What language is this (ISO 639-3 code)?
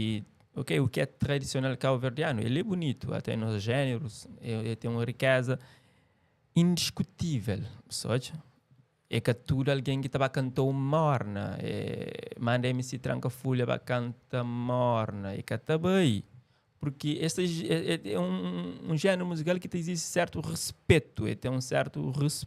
kea